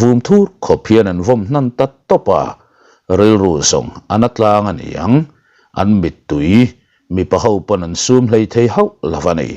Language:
Mizo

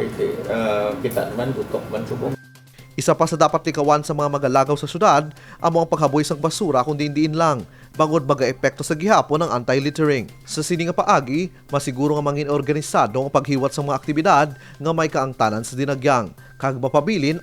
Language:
Hiligaynon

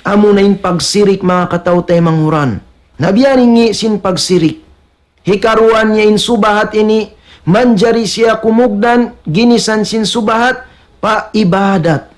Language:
Tausug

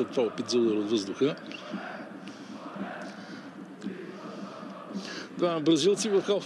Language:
Bulgarian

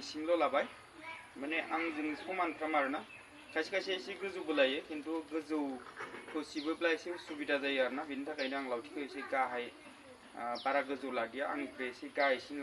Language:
Bodo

